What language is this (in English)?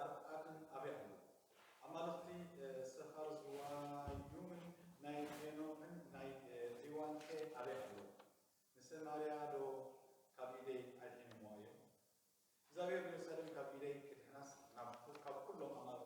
Tigrinya